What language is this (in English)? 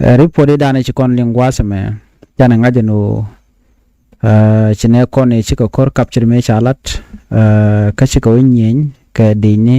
Nuer